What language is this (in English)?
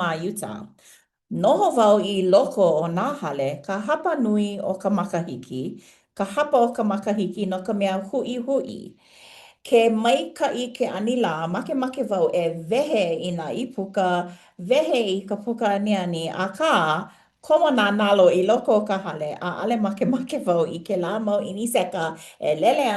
Hawaiian